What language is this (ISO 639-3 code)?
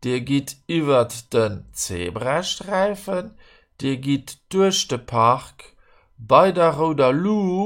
ltz